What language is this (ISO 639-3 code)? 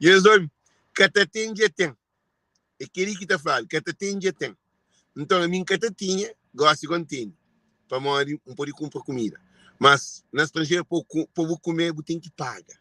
kea